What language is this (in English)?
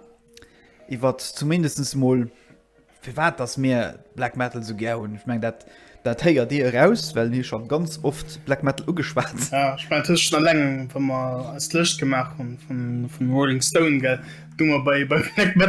Luxembourgish